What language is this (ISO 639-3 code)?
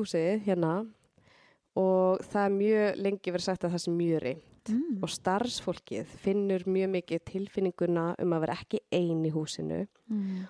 isl